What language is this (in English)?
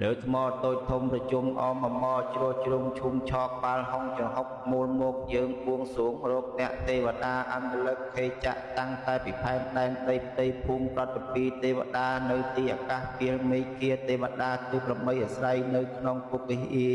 Khmer